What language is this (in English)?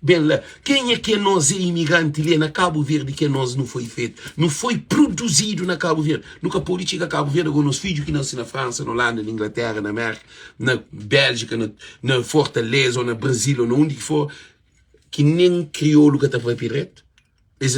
Kabuverdianu